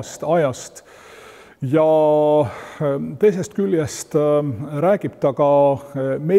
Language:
Estonian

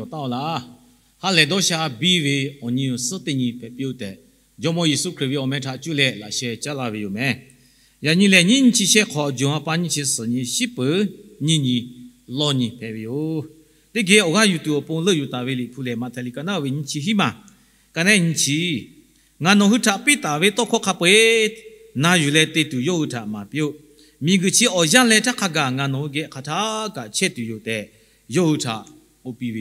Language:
Lahu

